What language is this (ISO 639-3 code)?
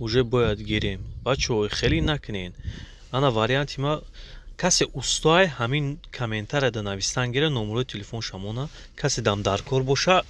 tgk